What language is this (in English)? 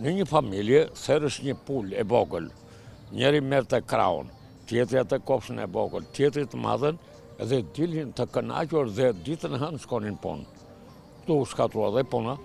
Albanian